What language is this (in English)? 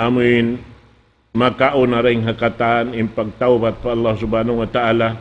Tausug